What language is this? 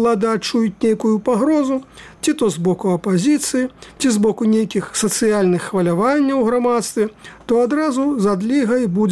Belarusian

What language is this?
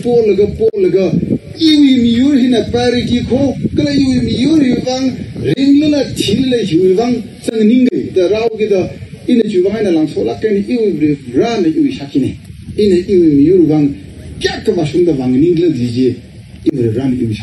Tangkhul Naga (India)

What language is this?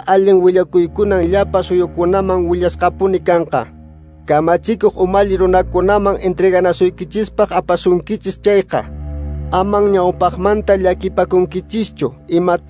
Quechua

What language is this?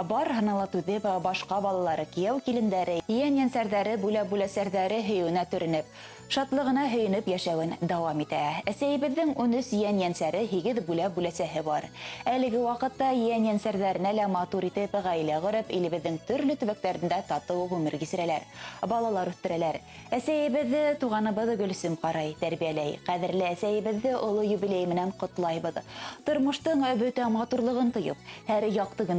Bashkir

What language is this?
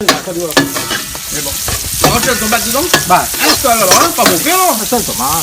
Réunion Creole French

